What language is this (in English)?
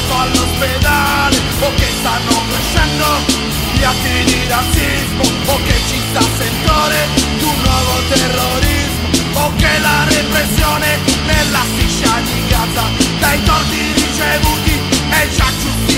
Italian